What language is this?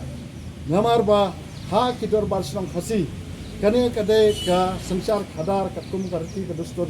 Khasi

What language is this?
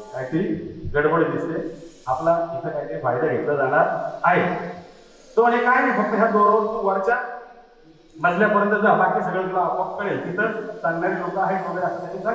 Marathi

